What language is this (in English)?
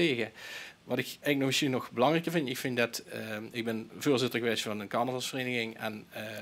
Limburgish